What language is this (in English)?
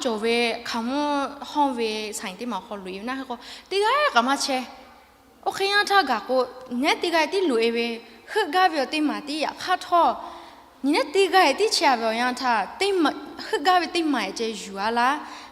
Lahu